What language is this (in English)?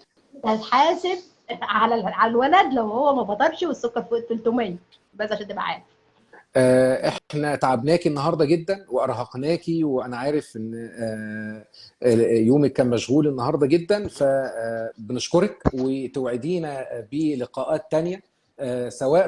Egyptian Arabic